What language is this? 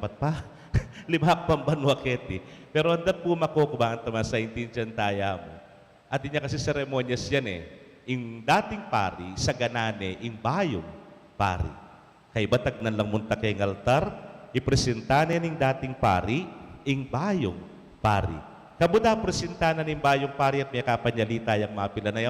Pampanga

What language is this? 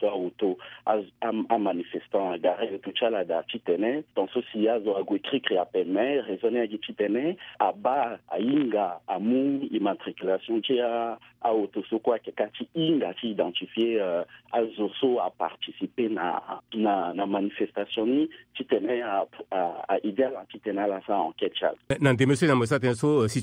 Sango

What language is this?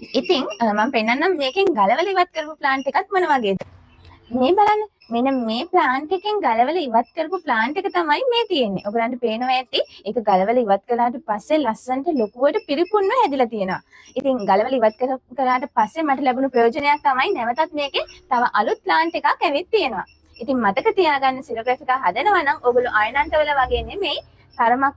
Sinhala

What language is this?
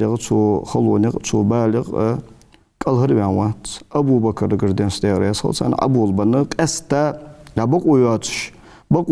Ingush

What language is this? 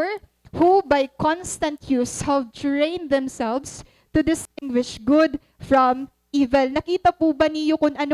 Waray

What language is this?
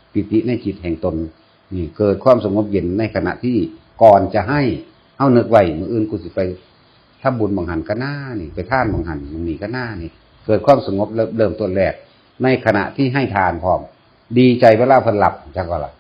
Northeastern Thai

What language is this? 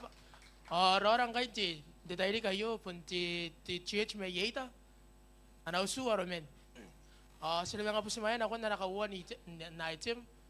Gilbertese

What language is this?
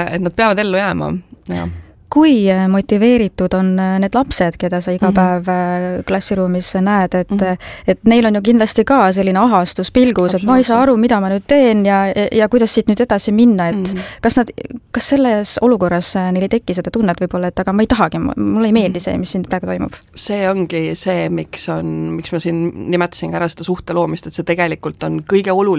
Estonian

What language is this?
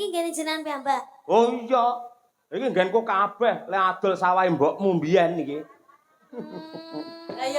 Javanese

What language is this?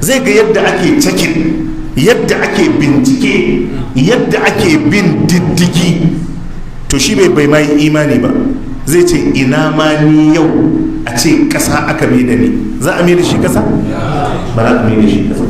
Hausa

